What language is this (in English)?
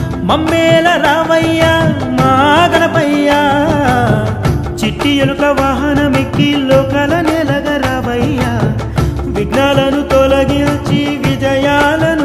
Telugu